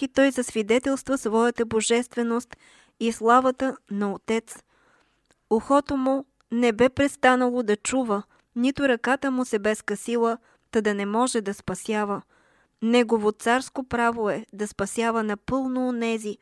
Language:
Bulgarian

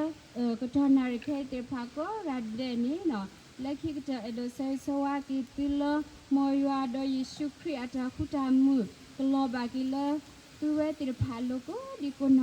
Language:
S'gaw Karen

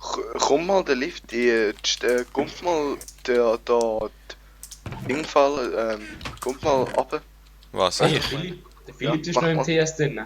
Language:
Swiss German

